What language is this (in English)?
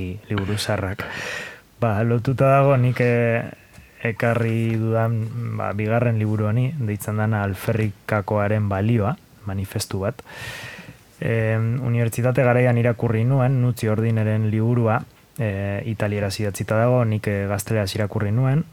Basque